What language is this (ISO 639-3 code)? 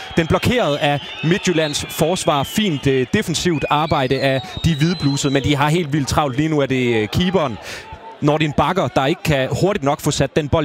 dan